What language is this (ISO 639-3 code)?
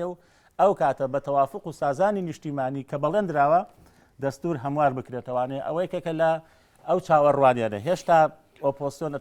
ckb